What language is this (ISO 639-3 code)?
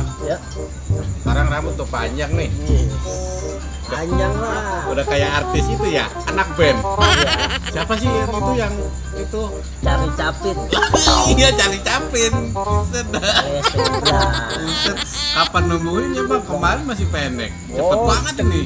bew